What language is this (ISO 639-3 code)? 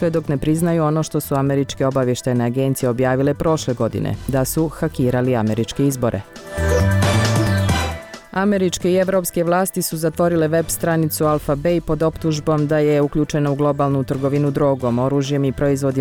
bos